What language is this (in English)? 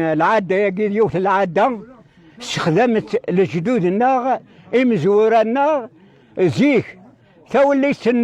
Kabyle